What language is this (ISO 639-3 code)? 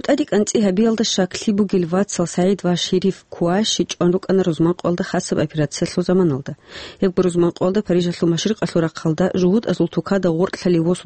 ava